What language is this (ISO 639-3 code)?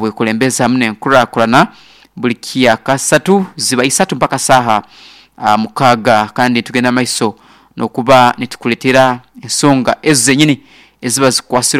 nyn